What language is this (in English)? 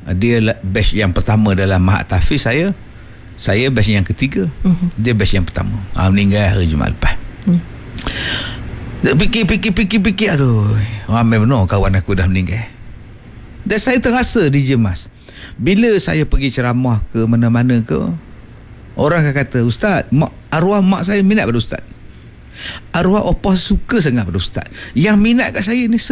Malay